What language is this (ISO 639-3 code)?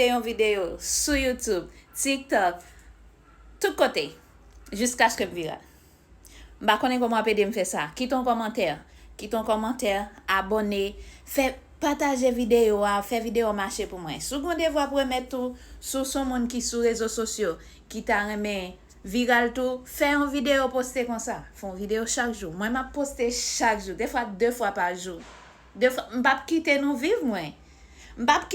hat